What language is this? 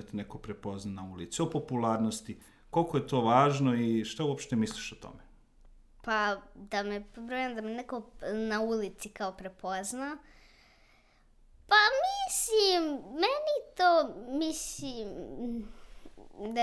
Serbian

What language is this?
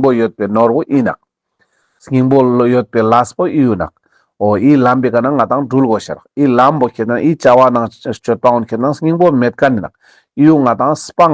Ladakhi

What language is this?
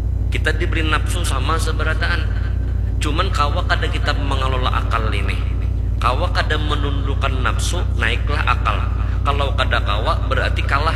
Banjar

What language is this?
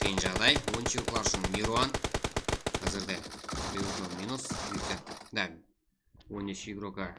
Kara-Kalpak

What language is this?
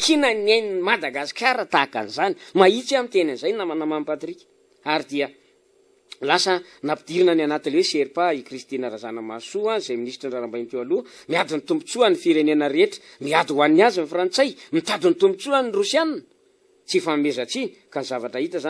Malagasy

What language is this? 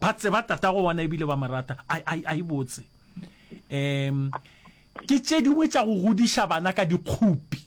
Northern Sotho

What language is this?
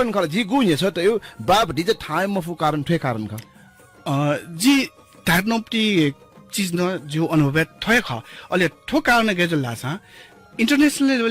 Newari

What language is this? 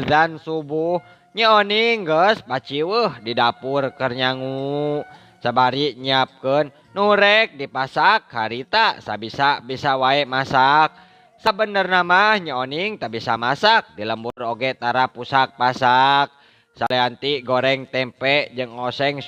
Sundanese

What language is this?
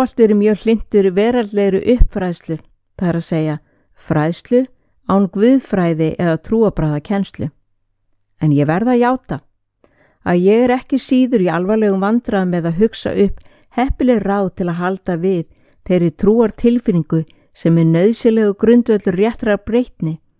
Icelandic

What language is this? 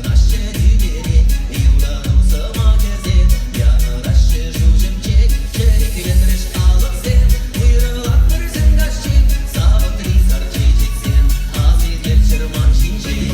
Chuvash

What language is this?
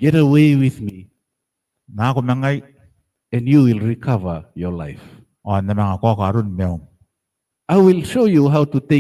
Gilbertese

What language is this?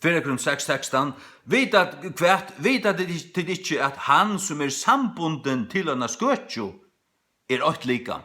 Faroese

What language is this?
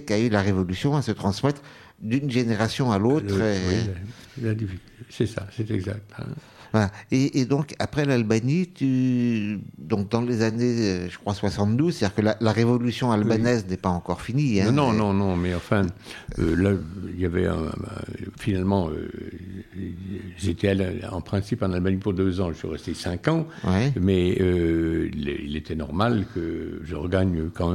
French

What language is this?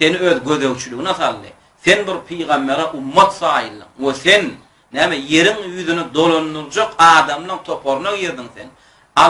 Turkmen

